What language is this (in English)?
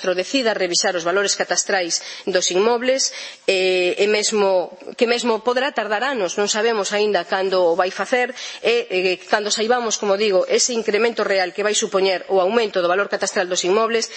Galician